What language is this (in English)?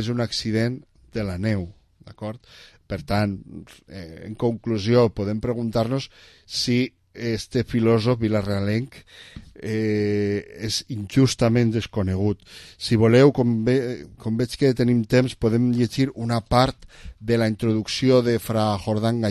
Catalan